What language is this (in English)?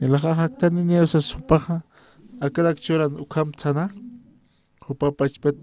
Aymara